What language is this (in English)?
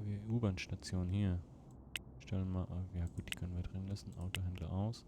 Swiss German